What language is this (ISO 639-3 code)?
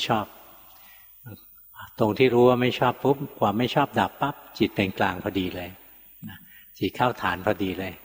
tha